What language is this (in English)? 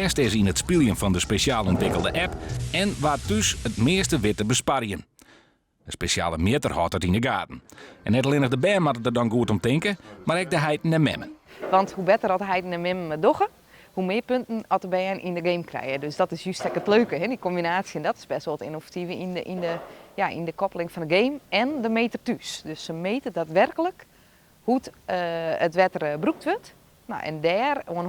Western Frisian